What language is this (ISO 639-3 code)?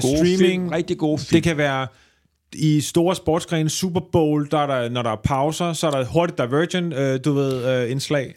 dan